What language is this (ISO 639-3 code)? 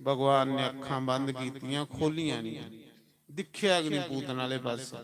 doi